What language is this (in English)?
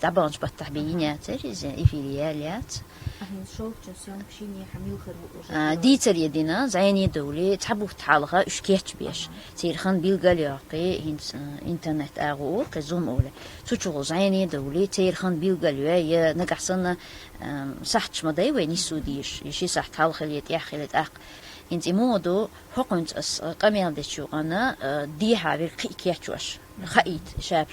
Chechen